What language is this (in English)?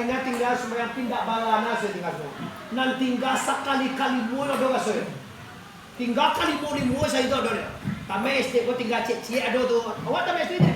Minangkabau